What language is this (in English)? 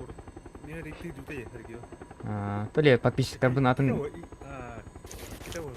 Yakut